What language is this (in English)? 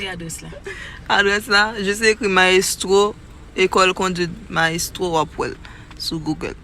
Haitian Creole